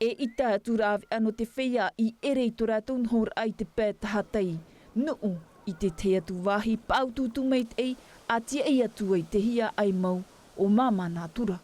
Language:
Tahitian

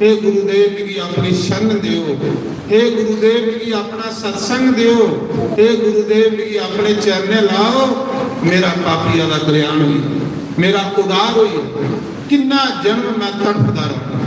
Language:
Dogri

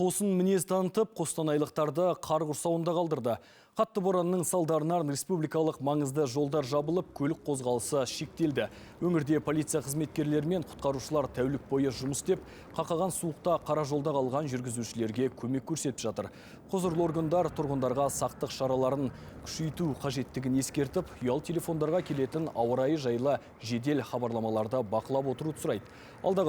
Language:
Kazakh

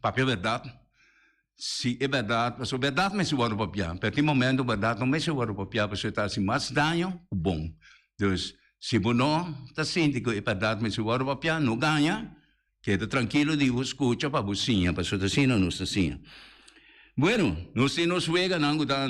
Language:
Papiamento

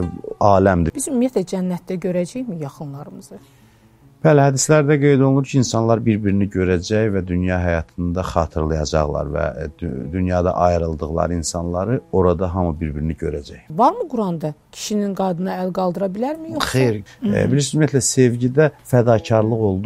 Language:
Azerbaijani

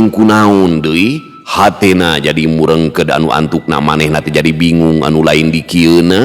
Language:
Sundanese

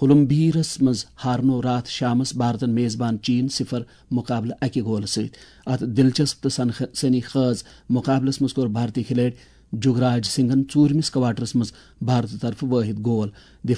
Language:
Kashmiri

